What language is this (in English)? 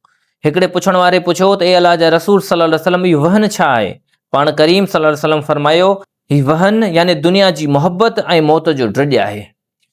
Sindhi